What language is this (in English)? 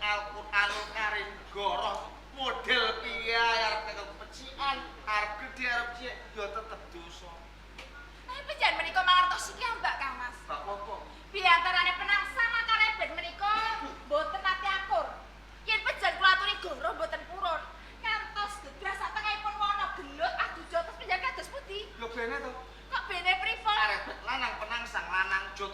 Javanese